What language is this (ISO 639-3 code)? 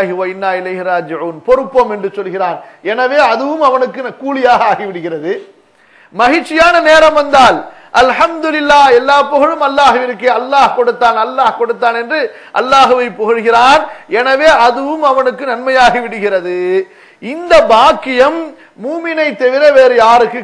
tam